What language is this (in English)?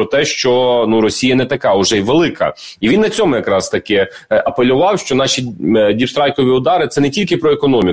Ukrainian